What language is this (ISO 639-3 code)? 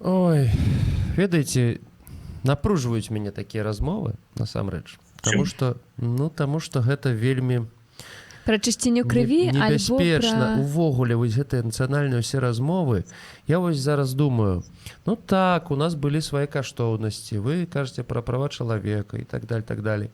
bel